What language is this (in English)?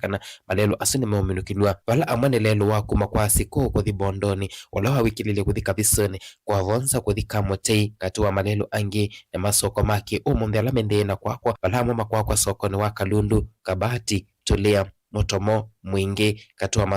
Kamba